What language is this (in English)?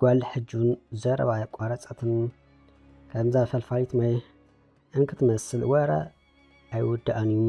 Tigrinya